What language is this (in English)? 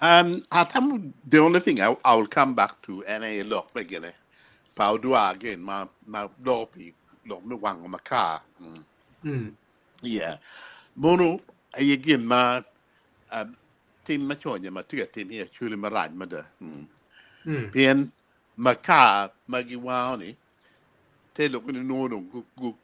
Acoli